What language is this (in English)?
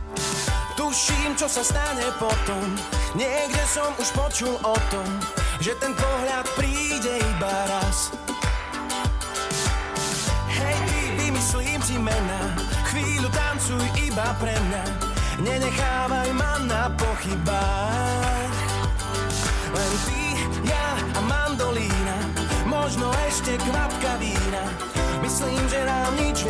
Slovak